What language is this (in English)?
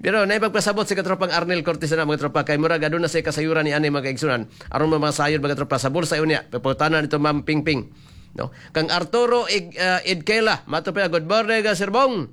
Cebuano